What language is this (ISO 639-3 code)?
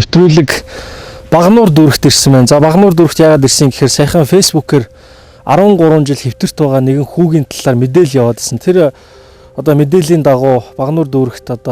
mon